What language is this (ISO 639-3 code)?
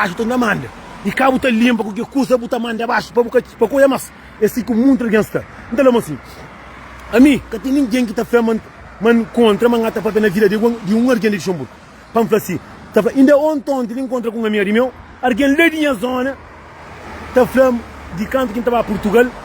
kea